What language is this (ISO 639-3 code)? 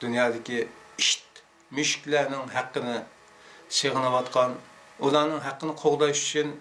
uig